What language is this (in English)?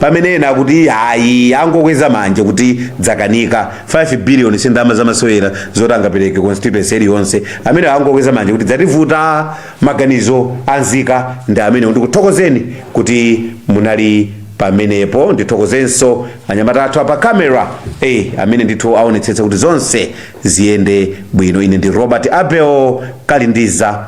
Nyanja